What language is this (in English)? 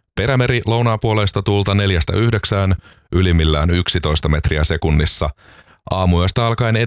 Finnish